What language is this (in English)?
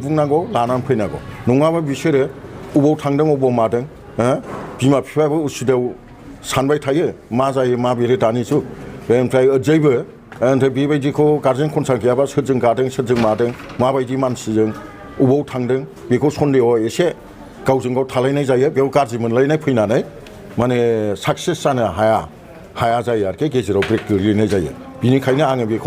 Bodo